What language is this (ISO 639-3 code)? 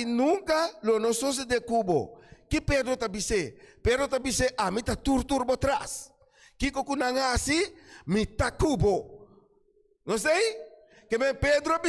pap